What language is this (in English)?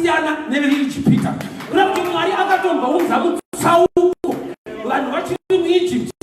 Shona